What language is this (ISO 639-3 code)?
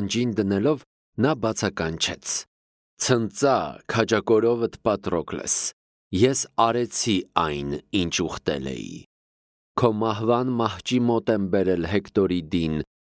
hye